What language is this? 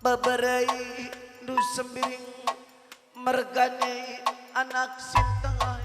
Batak Karo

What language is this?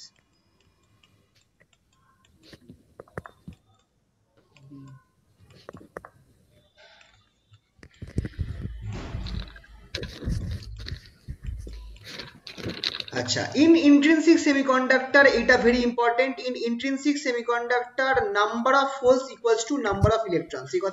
Bangla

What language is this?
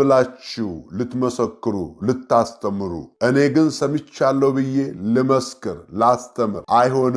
Amharic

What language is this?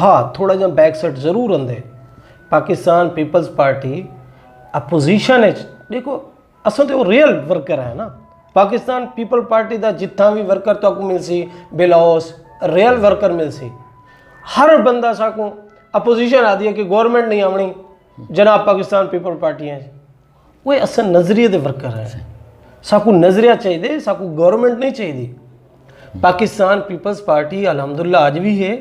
Saraiki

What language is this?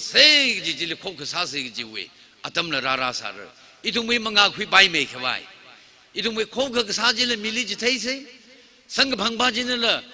Tangkhul Naga (India)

